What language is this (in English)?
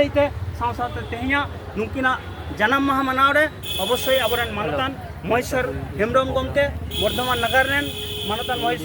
Santali